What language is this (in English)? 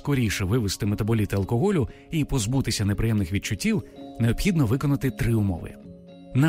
Ukrainian